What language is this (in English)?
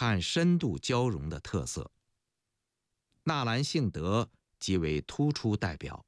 Chinese